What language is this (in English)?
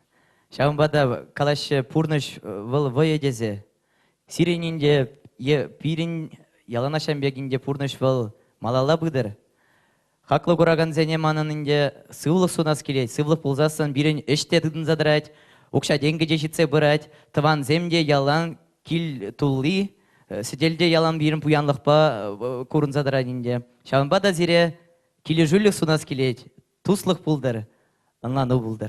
Chuvash